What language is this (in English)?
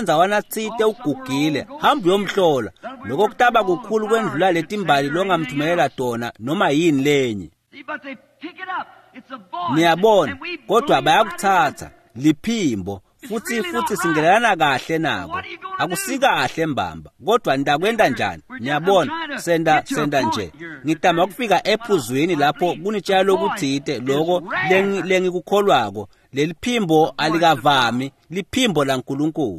Swati